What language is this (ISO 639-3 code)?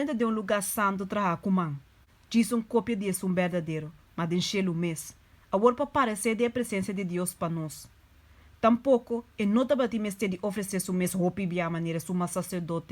pap